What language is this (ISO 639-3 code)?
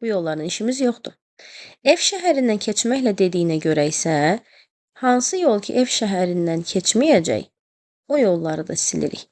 aze